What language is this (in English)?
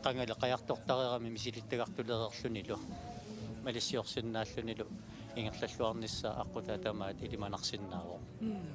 Kalaallisut